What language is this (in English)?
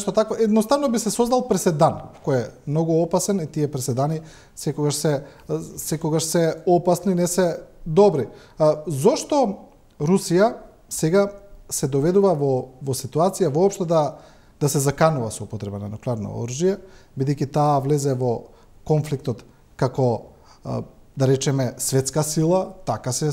Macedonian